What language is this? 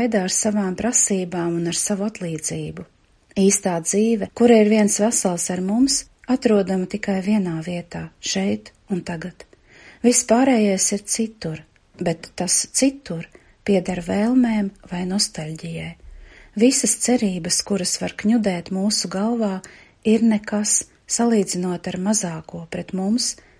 Latvian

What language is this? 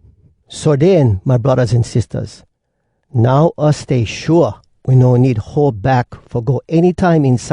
Hawai'i Creole English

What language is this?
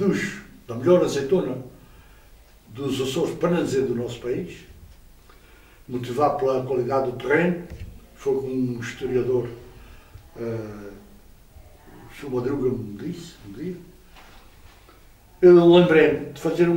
Portuguese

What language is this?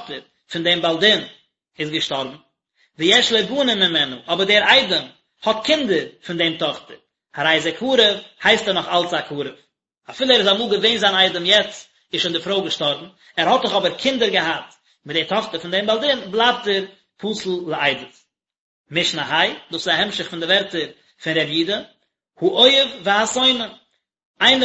Yiddish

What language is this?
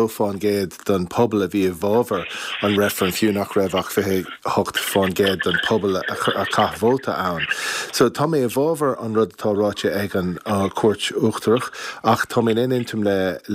Irish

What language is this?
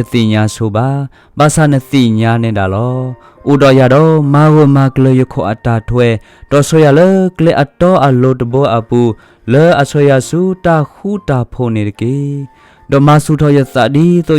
S'gaw Karen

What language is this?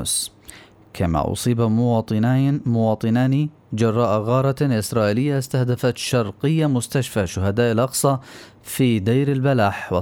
Arabic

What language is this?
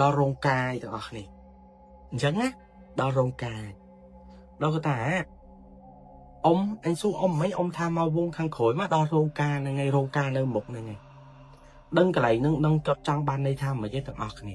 Khmer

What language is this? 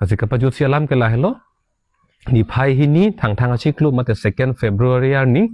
Karbi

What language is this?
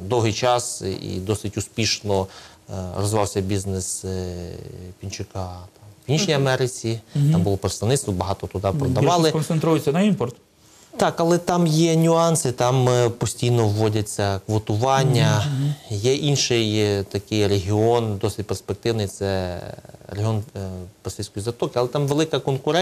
Ukrainian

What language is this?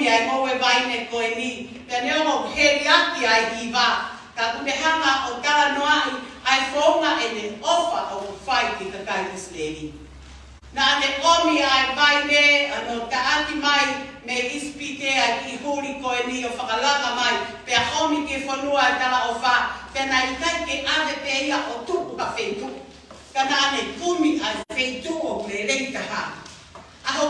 Tongan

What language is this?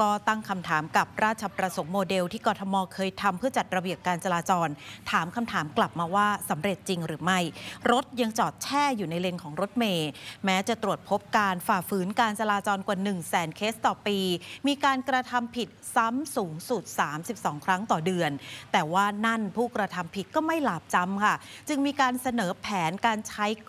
Thai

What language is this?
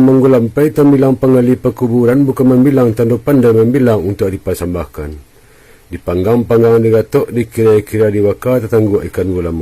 Minangkabau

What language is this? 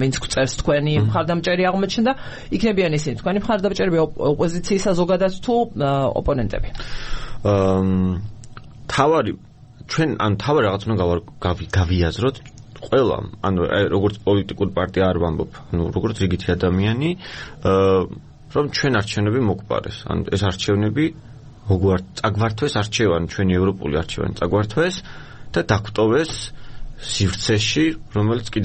Georgian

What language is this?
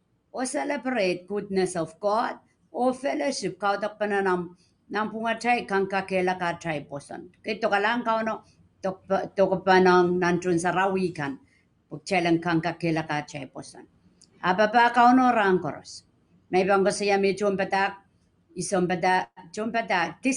Pohnpeian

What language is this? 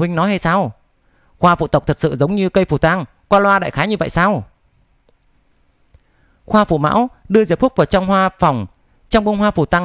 Vietnamese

